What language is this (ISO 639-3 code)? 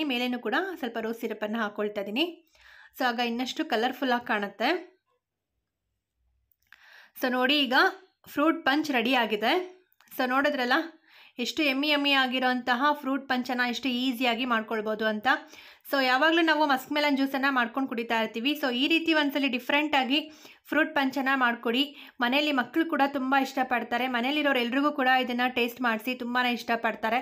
kan